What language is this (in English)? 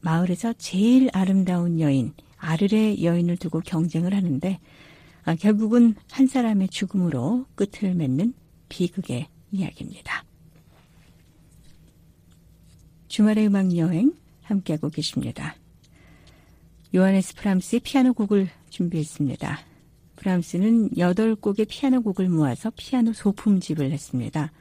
Korean